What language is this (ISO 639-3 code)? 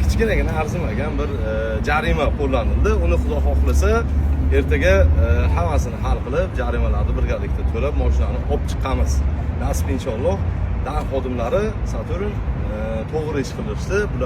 uzb